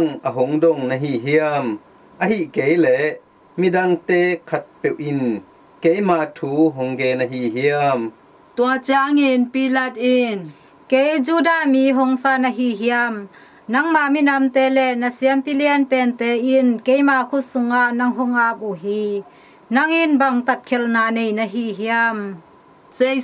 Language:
Tedim Chin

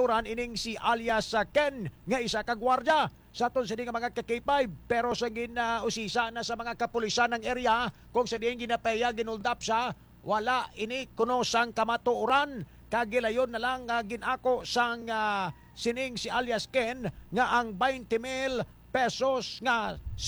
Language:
Hiligaynon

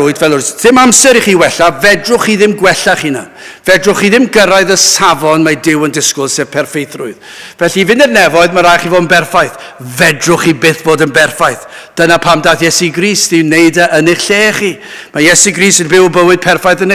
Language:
Welsh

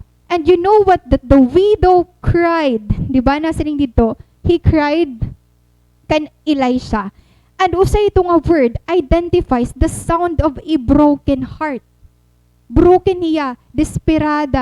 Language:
Waray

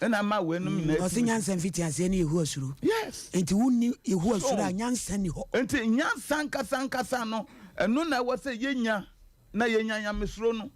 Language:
Akan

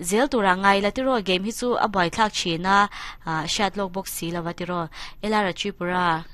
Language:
Mizo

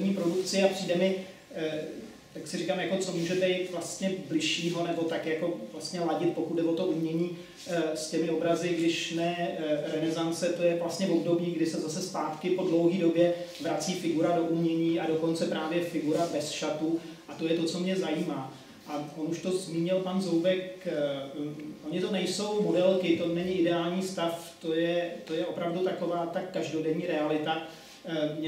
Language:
Czech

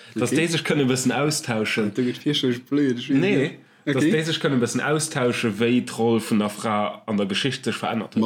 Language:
Luxembourgish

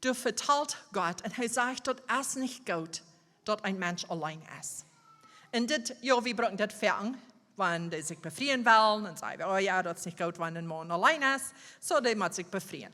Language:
Plautdietsch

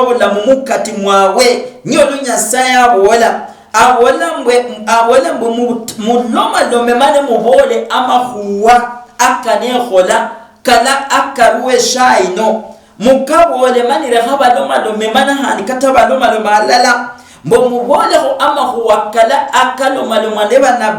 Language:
Luyia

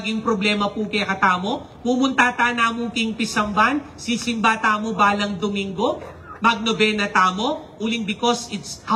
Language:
Pampanga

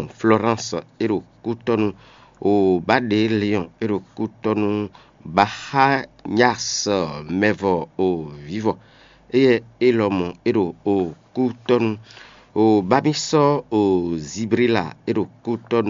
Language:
Fon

